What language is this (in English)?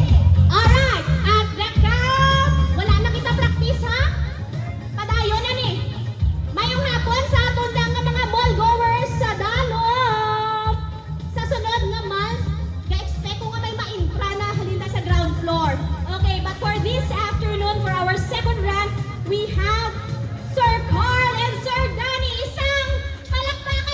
Hiligaynon